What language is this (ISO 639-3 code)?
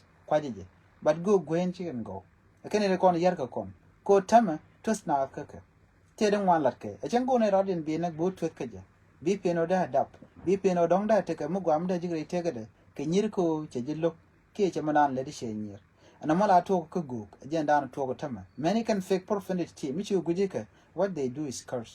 nus